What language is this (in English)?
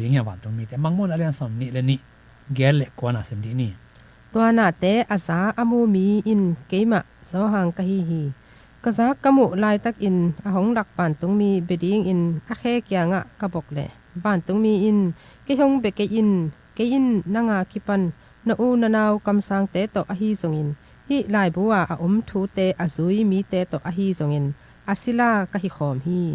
Tedim Chin